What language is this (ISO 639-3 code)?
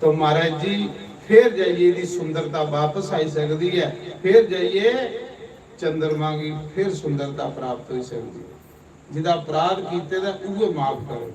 doi